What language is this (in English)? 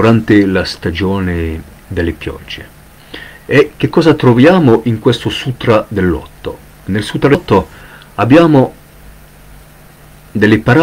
Italian